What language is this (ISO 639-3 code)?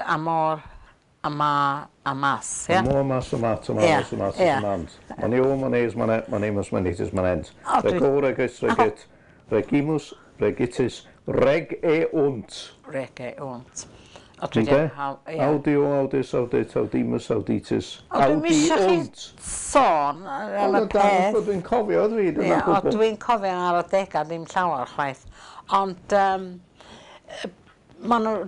cym